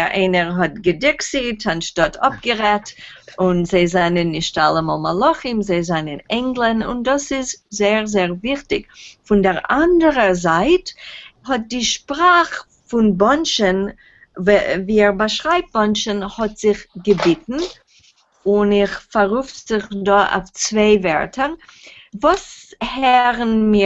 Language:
Yiddish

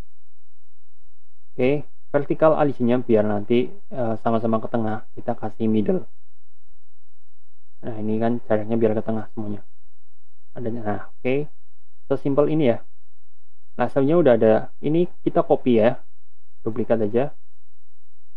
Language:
Indonesian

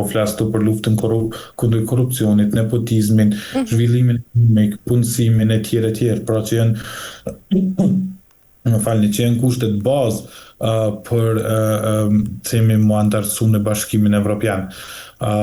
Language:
Albanian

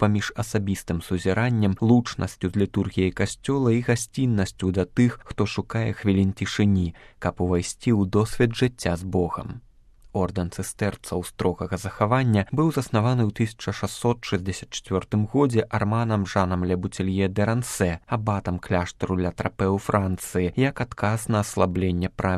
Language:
Belarusian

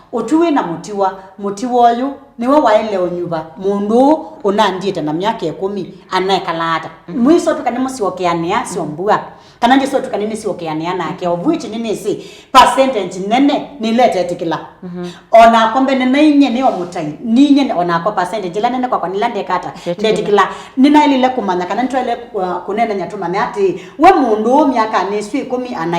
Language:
Kamba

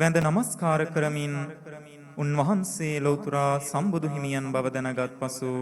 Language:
Sinhala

